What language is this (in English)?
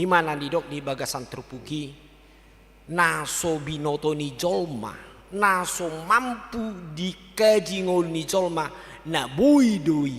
Batak Toba